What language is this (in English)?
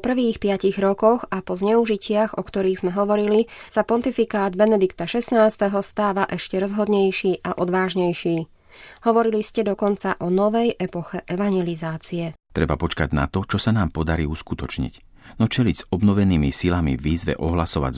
Slovak